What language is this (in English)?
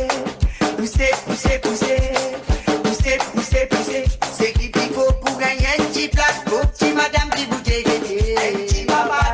Morisyen